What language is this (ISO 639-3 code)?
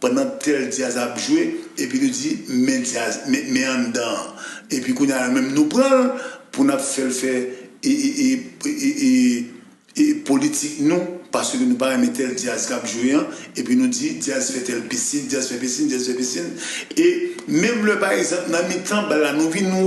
hat